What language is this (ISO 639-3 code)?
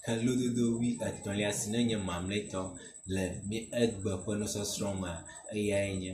ewe